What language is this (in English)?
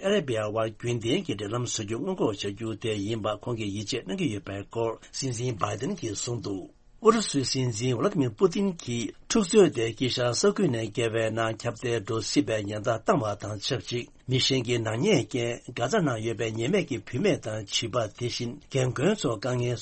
Tibetan